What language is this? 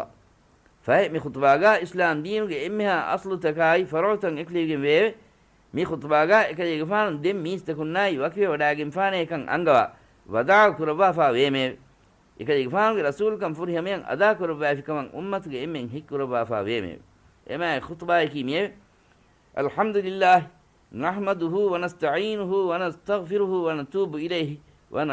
Divehi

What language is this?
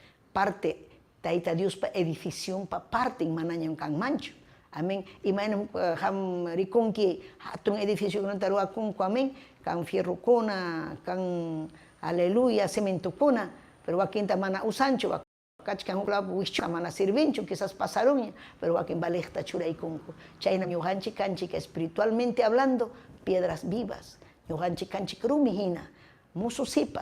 Ayacucho Quechua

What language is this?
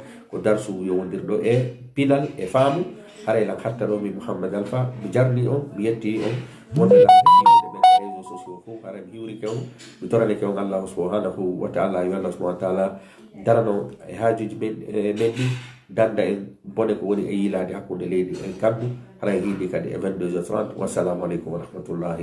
Fula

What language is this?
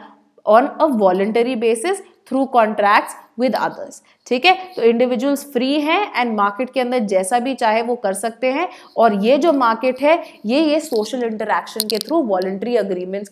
Hindi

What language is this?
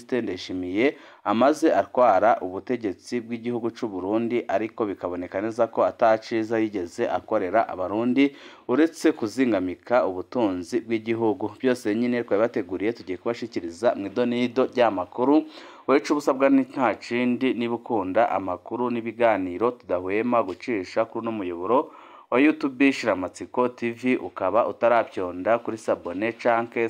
Rundi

